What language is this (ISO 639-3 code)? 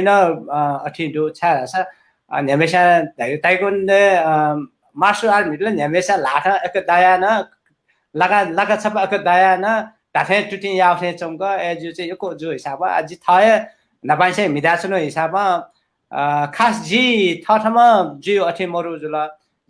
new